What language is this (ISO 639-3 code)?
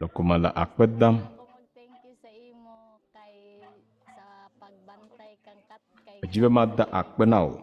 ewe